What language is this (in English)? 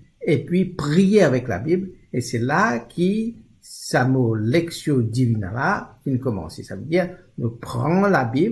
Morisyen